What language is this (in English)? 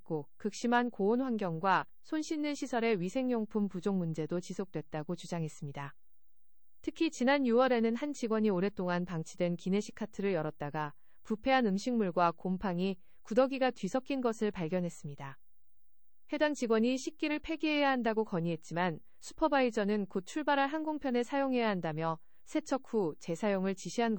Korean